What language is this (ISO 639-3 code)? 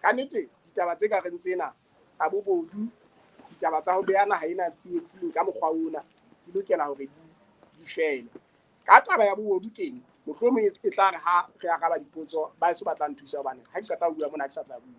sot